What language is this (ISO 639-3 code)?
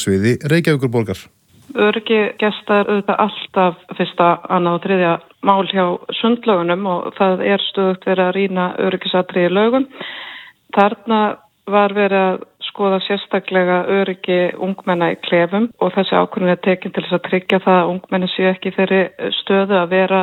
isl